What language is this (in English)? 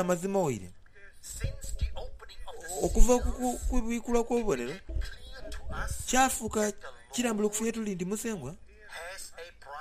Soga